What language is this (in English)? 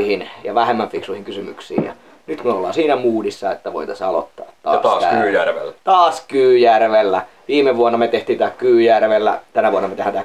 Finnish